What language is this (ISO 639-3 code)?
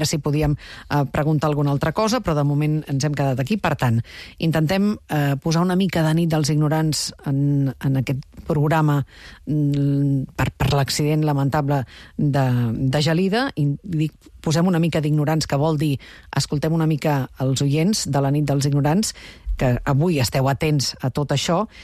cat